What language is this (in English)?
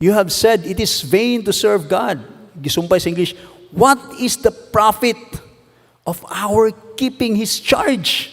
Cebuano